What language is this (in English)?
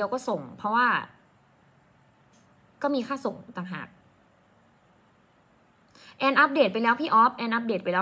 Thai